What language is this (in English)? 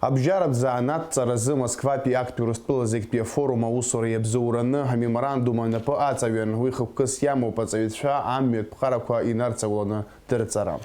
Abkhazian